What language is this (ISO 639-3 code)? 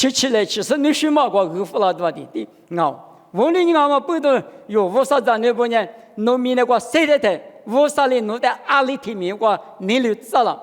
lis